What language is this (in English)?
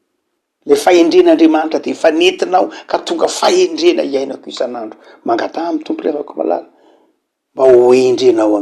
Malagasy